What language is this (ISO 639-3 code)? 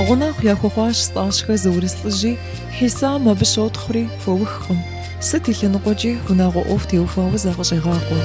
kbd